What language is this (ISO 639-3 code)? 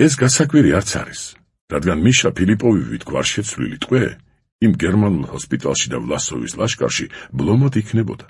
kat